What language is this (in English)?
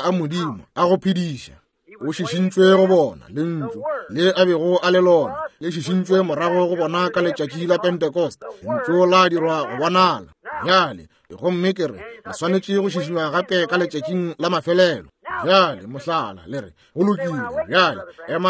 Northern Sotho